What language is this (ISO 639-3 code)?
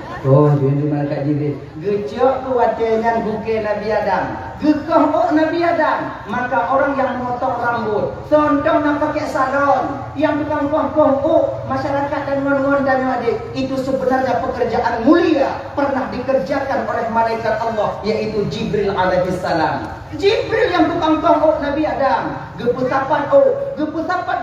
ace